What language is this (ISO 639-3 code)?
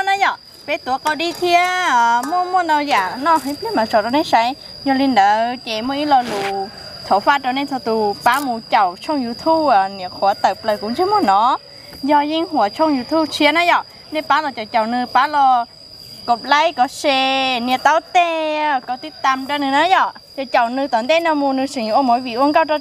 hmn